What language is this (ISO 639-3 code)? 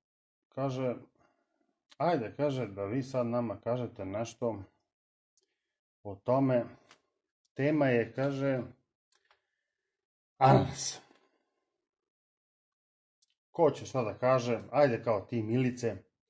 srp